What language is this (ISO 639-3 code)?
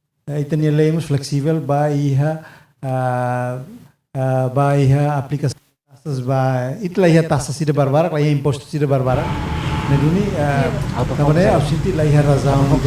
tet